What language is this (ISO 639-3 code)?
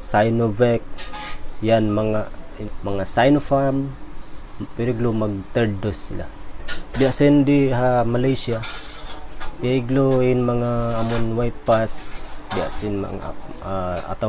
tsg